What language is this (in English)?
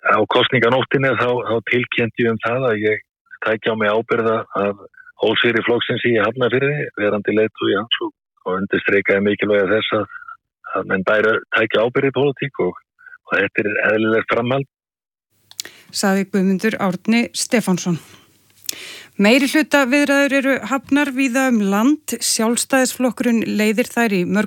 Icelandic